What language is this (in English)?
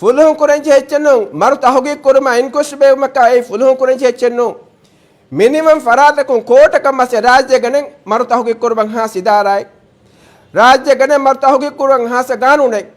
Divehi